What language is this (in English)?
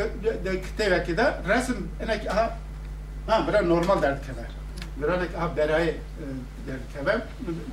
Kurdish